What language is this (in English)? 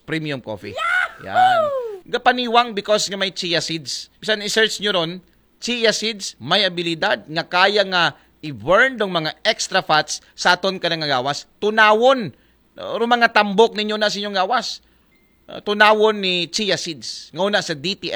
Aklanon